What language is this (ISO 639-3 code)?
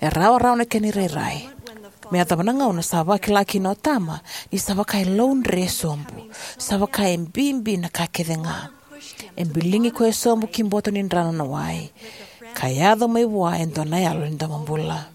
fij